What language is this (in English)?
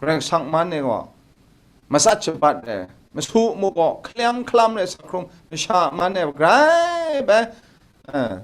Kachin